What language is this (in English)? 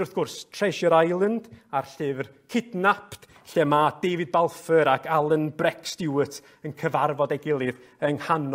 Welsh